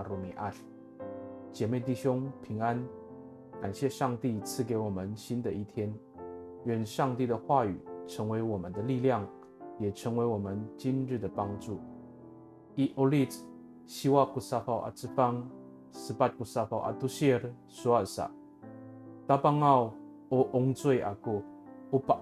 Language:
Amis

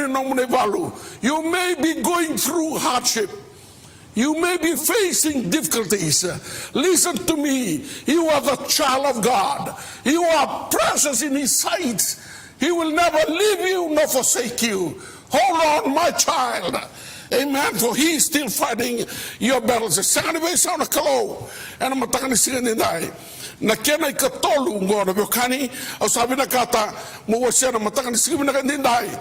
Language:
Fijian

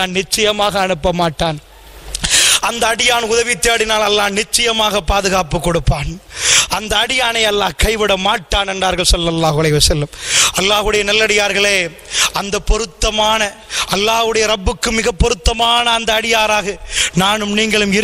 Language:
Tamil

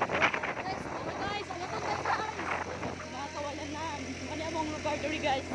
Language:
Cebuano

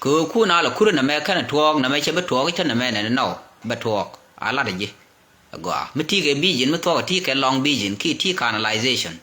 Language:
Nuer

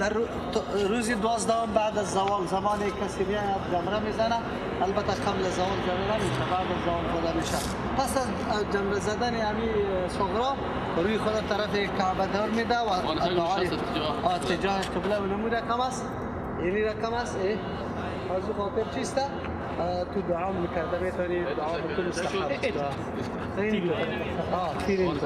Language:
Persian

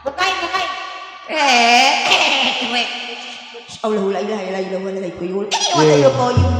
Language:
Betawi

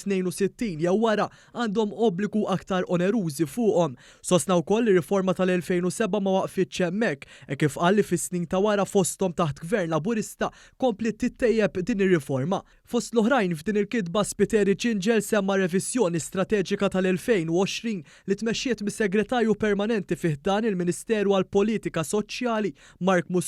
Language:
Maltese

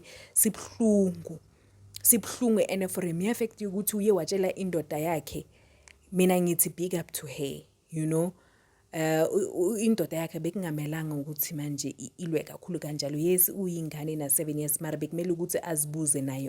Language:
Zulu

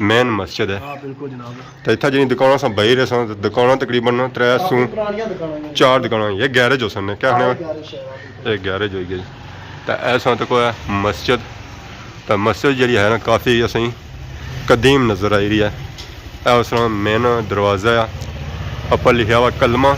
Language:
Pahari-Potwari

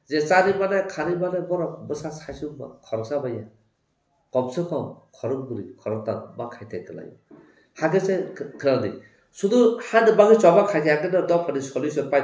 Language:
Kok Borok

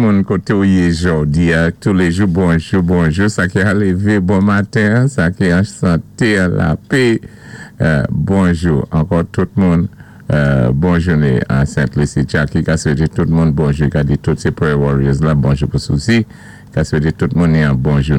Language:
Saint Lucian Creole French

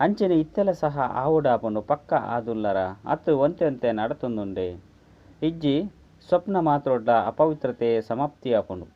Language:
Tulu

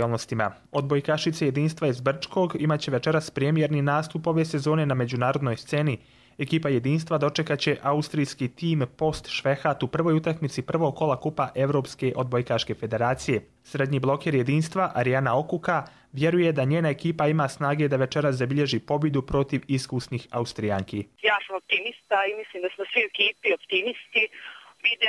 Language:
Serbian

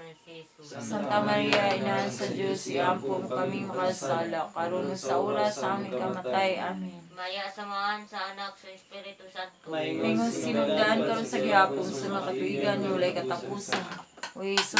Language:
Cebuano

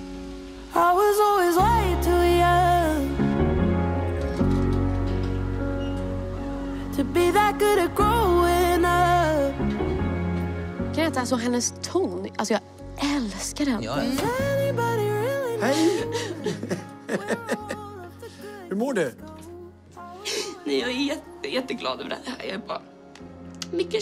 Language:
Swedish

